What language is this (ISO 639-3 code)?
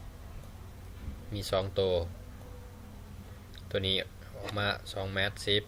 lao